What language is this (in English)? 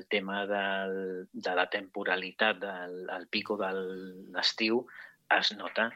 Catalan